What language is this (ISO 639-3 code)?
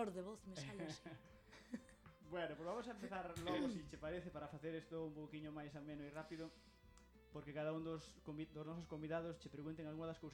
glg